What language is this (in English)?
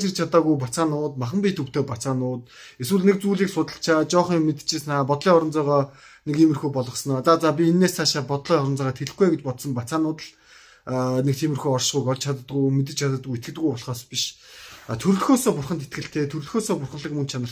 Mongolian